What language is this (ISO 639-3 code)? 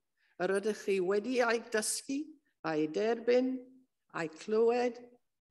cym